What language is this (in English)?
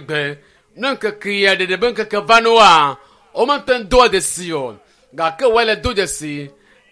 Ewe